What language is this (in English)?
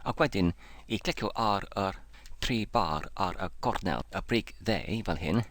Welsh